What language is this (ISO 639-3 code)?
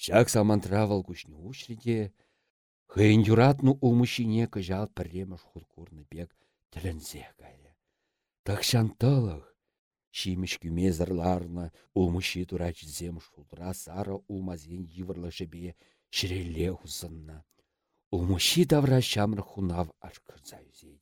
chv